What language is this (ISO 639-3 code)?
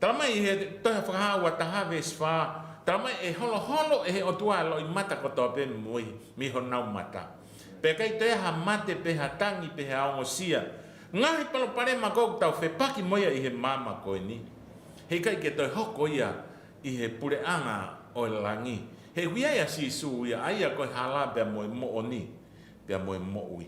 ton